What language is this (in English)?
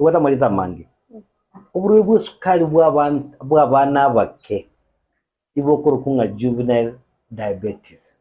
Gusii